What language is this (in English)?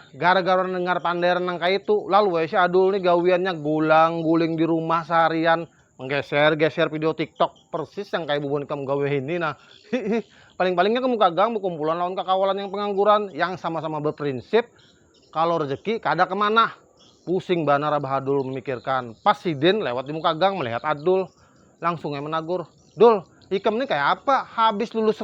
Banjar